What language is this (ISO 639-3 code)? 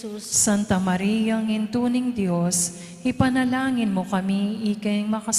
pam